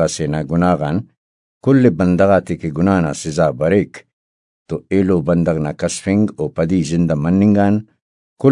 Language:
Brahui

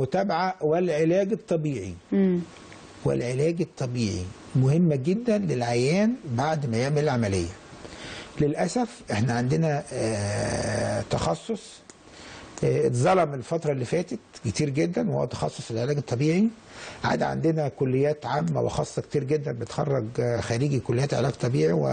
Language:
Egyptian Arabic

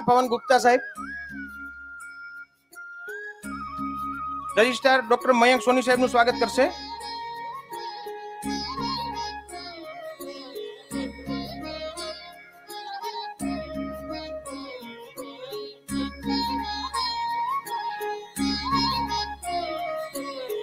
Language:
Gujarati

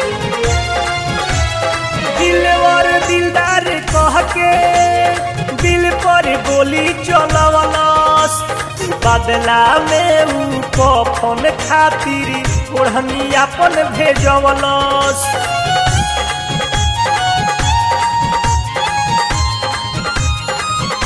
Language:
Bhojpuri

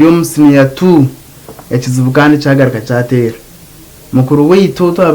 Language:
Nyankole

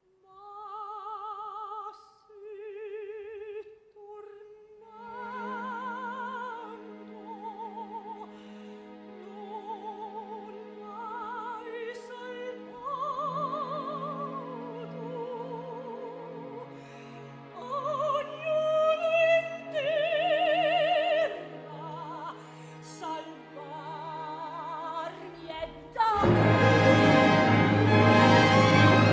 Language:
Italian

